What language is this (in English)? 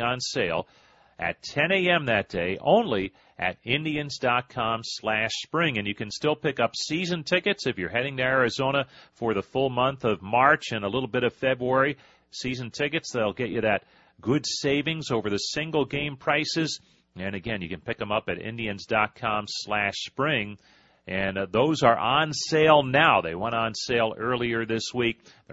English